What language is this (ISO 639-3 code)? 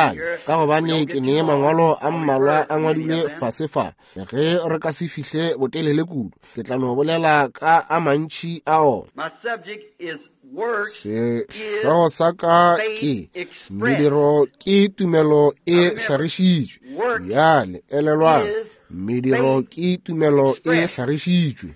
nso